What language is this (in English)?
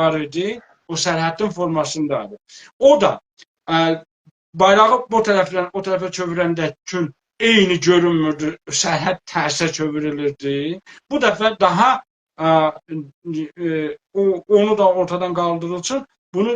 South Azerbaijani